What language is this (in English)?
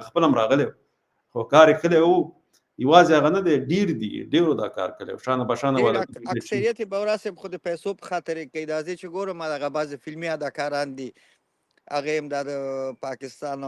Pashto